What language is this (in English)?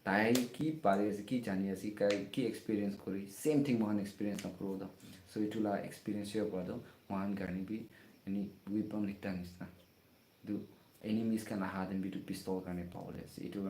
Naga Pidgin